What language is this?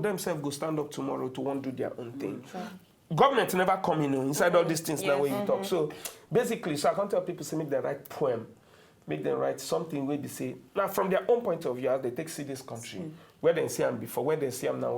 Nigerian Pidgin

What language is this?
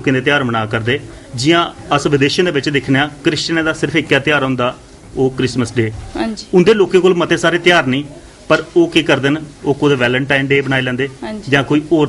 Dogri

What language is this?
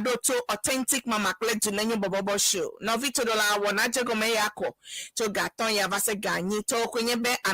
Ewe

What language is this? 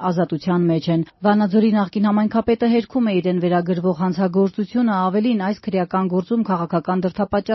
Armenian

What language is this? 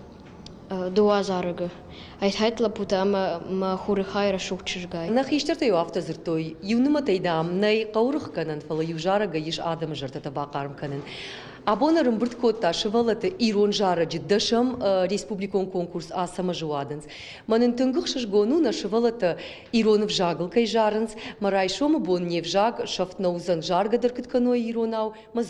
Ossetic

